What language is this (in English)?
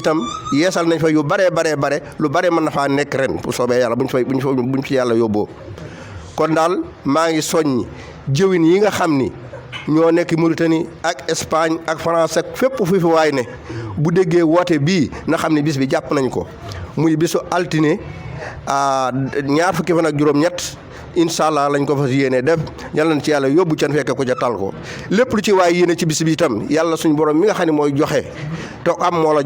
Wolof